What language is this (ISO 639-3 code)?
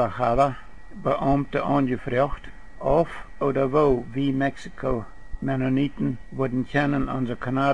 pdt